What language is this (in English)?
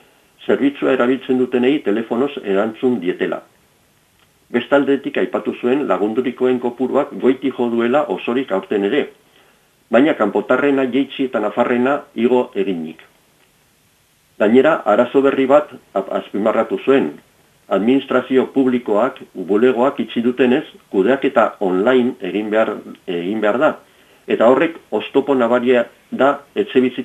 Basque